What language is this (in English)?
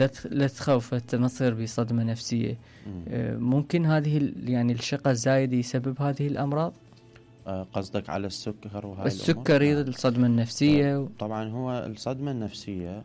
Mesopotamian Arabic